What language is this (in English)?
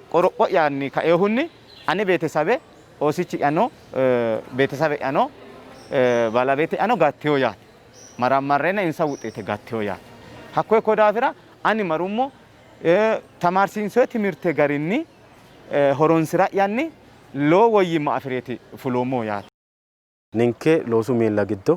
Sidamo